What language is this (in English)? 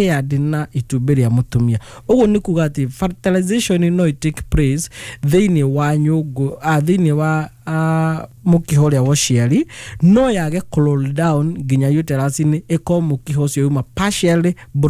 Kikuyu